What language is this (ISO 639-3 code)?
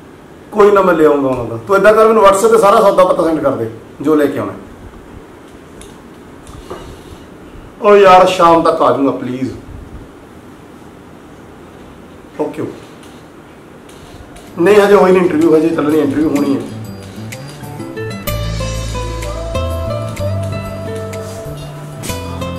pan